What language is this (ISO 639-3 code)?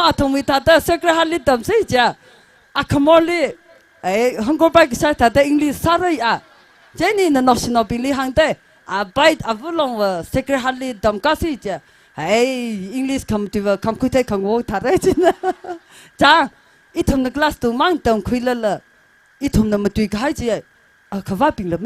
nmf